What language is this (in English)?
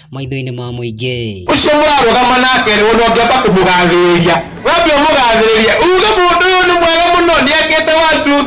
Kikuyu